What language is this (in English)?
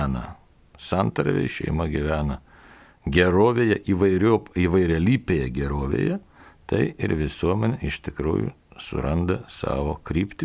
Lithuanian